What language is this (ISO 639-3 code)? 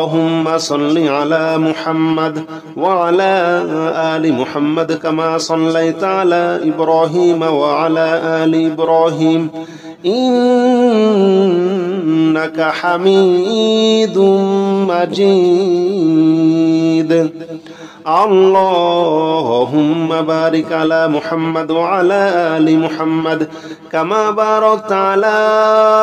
ara